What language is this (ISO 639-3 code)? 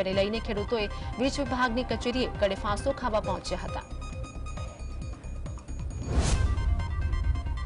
guj